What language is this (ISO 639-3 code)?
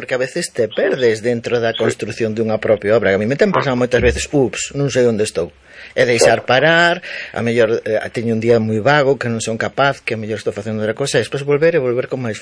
glg